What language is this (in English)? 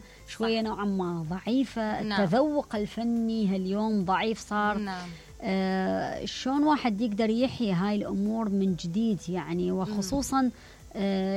Mesopotamian Arabic